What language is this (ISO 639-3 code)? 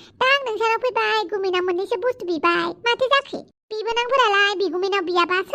brx